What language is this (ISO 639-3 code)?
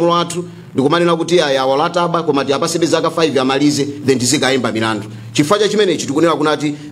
nya